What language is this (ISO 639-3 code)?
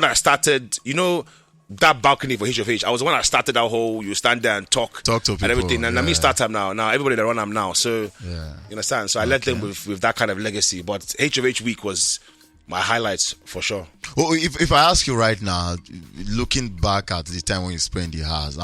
pcm